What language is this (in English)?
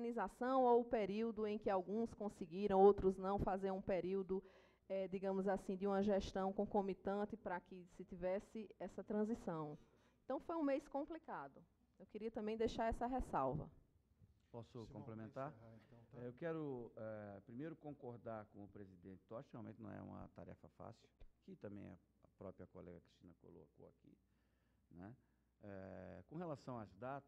Portuguese